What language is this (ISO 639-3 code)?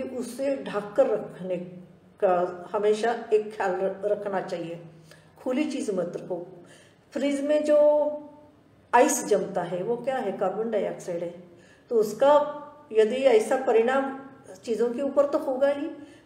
hin